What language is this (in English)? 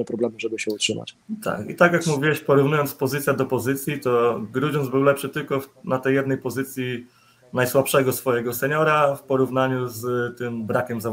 Polish